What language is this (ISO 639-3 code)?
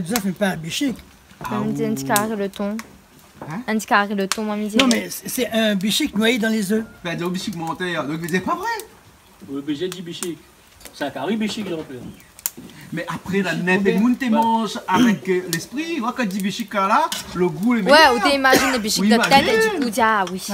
rcf